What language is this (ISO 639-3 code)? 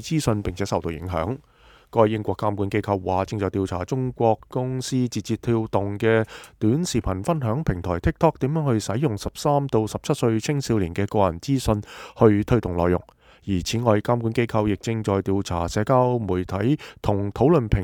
yue